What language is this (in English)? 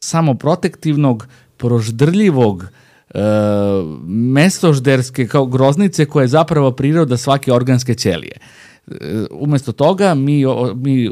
Serbian